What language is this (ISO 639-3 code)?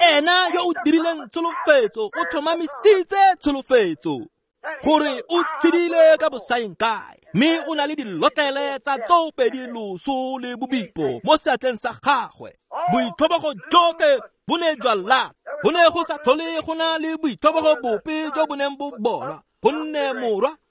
tsn